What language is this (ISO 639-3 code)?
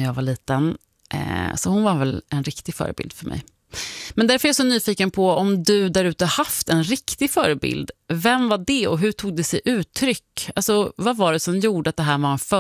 swe